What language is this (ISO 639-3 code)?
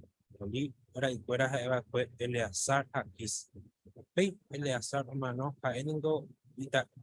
grn